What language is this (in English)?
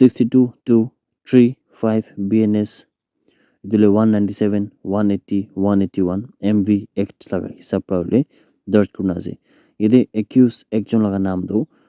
Naga Pidgin